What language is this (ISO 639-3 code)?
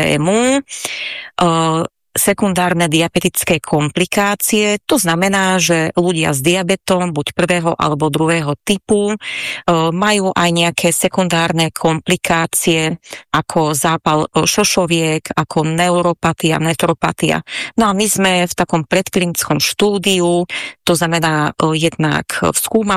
slk